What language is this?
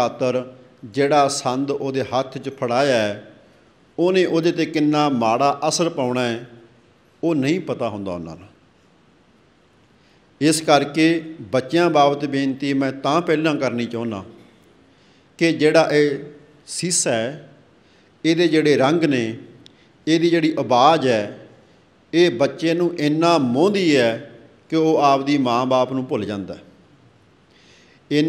Punjabi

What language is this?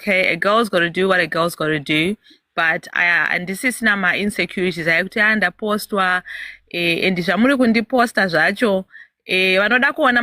Shona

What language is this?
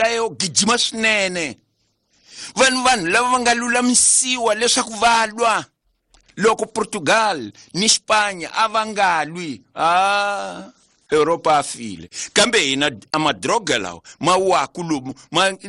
Tsonga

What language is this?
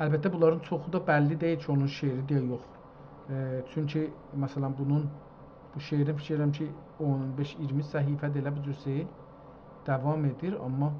South Azerbaijani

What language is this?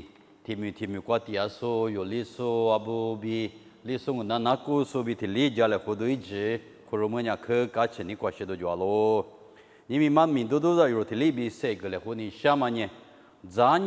Lisu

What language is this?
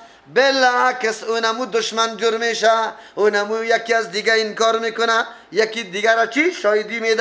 Persian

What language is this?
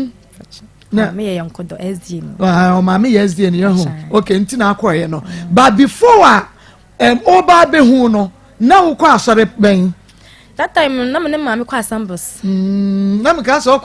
Akan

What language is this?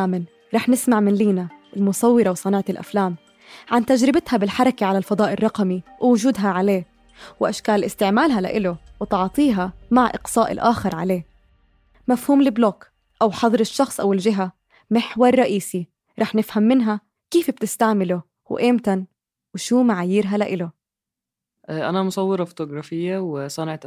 North Levantine Arabic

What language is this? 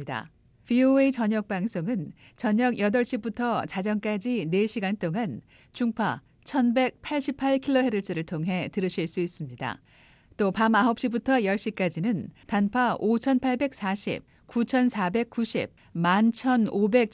Korean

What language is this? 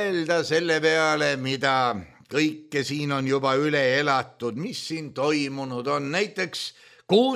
Estonian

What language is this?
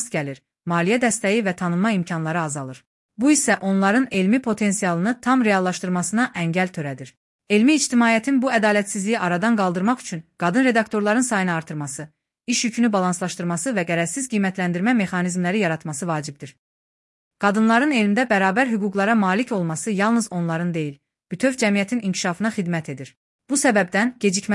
Azerbaijani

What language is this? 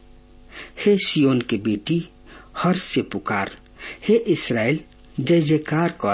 Bhojpuri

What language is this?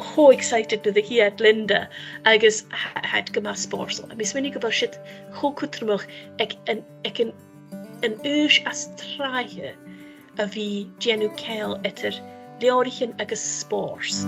Scottish Gaelic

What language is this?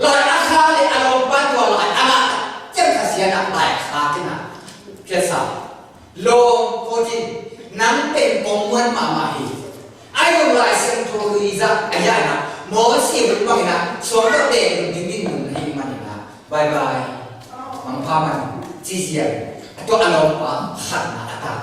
Tedim Chin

